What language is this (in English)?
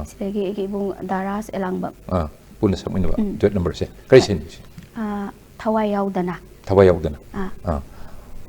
Manipuri